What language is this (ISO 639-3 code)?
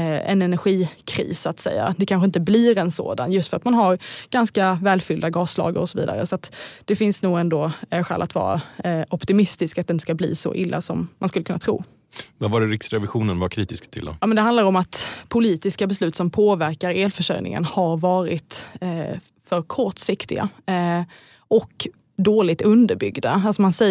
swe